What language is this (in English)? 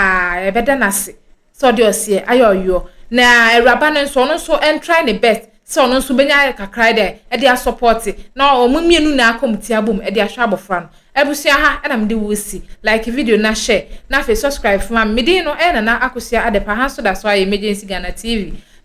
Akan